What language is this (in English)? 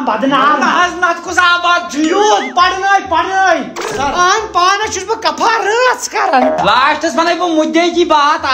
Kashmiri